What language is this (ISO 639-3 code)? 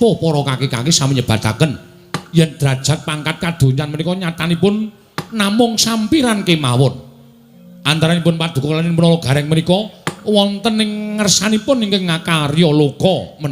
jav